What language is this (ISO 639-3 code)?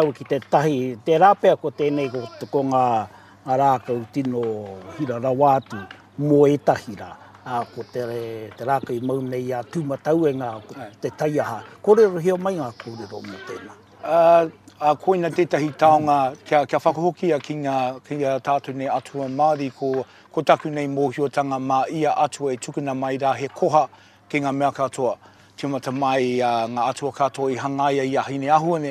mri